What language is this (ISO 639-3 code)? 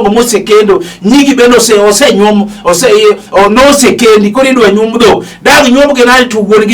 luo